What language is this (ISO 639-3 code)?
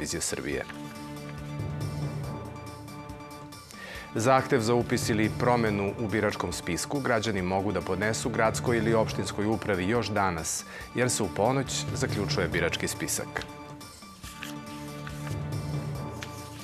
srp